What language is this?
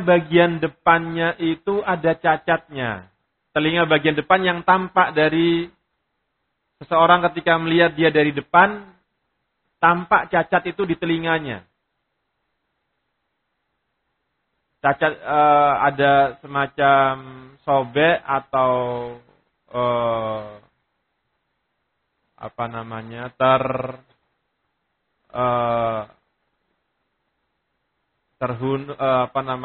Indonesian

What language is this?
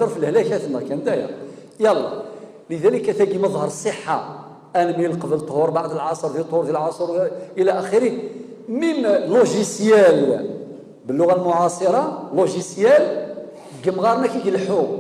Kabyle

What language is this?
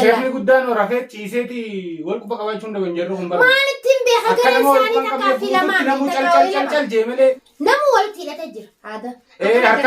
Oromo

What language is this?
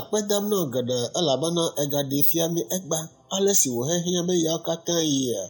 Ewe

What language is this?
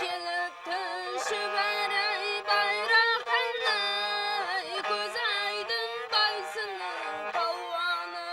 Kara-Kalpak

